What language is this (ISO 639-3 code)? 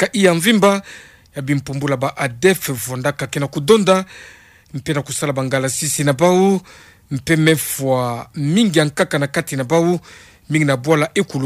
ktu